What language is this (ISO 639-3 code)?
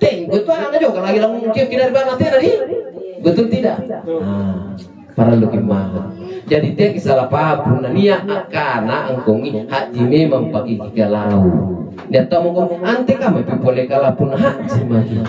mak